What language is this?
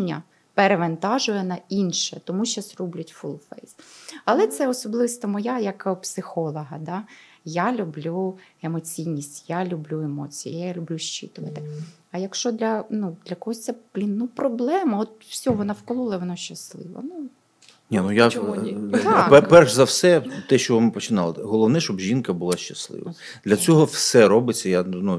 Ukrainian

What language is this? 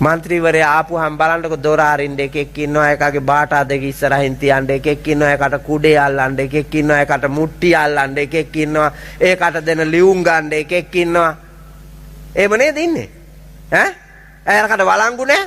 Sinhala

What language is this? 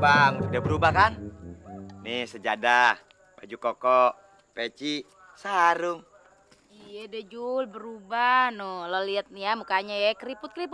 Betawi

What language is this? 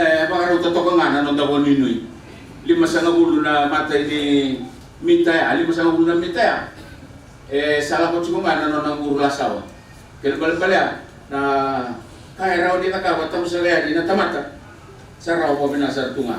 Fijian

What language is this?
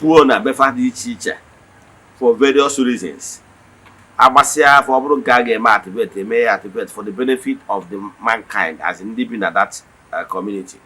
Igbo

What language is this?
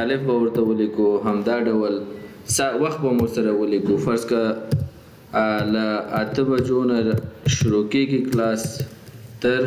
Pashto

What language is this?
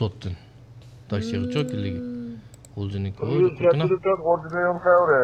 Uyghur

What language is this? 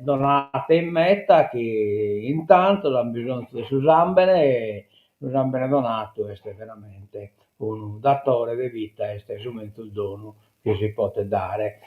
Sardinian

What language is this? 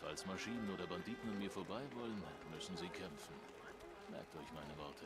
Bavarian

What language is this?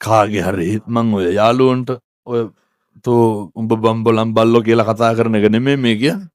Sinhala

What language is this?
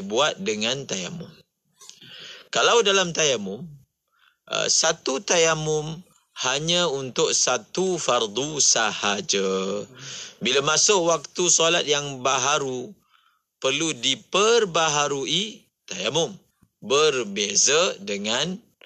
Malay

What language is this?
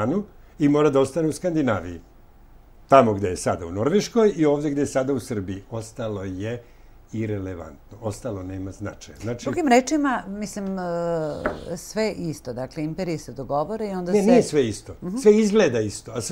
Serbian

